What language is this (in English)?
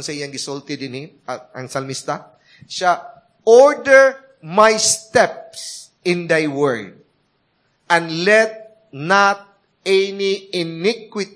Cebuano